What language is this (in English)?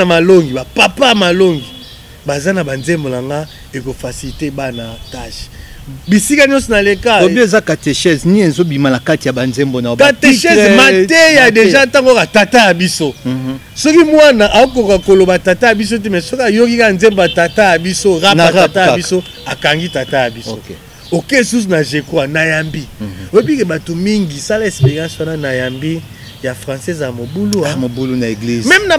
Lingala